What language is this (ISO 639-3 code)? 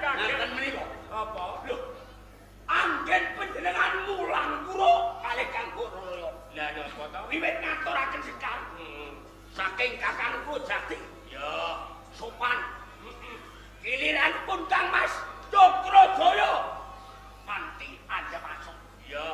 jav